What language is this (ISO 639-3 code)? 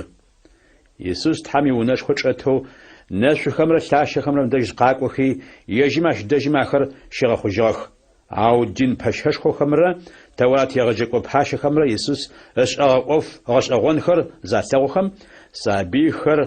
ady